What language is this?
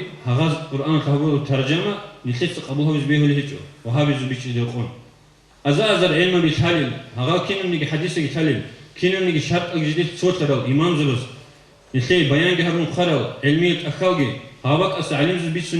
Avaric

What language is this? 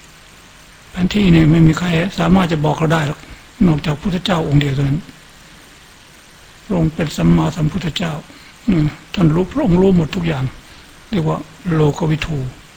Thai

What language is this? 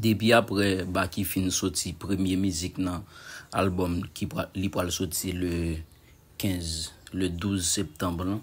Haitian Creole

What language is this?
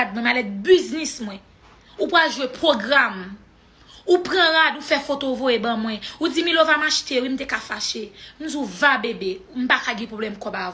Haitian Creole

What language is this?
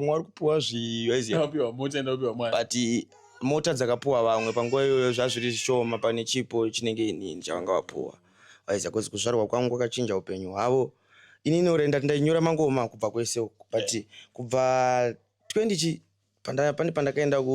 Shona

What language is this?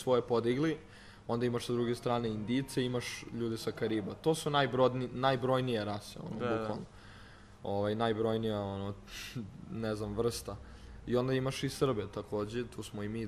Serbian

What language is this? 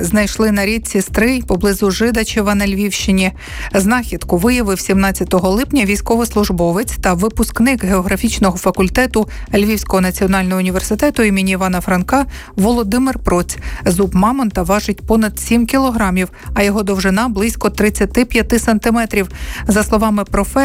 Ukrainian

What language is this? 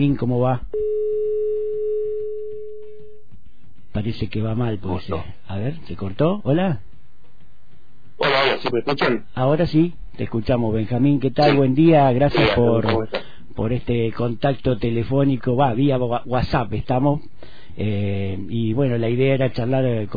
Spanish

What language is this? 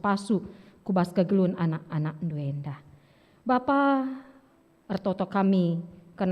Batak Karo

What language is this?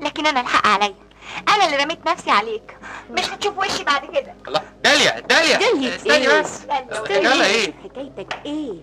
Egyptian Arabic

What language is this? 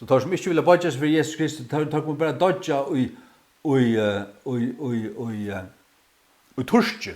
Faroese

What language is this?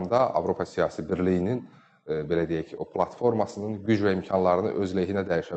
Azerbaijani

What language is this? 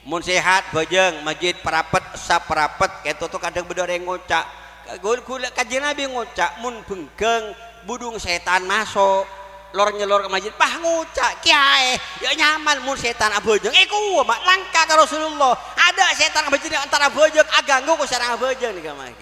Madurese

